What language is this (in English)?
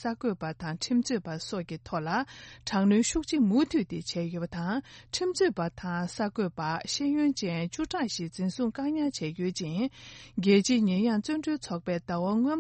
Tibetan